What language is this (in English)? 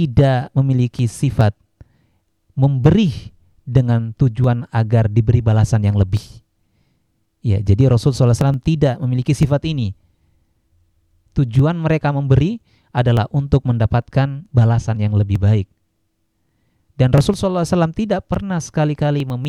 Indonesian